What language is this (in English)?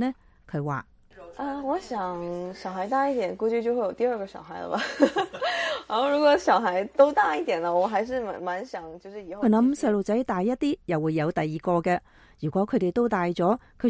Cantonese